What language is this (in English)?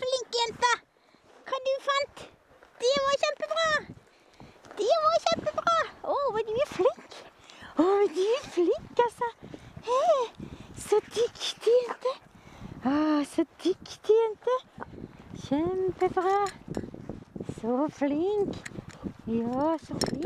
Norwegian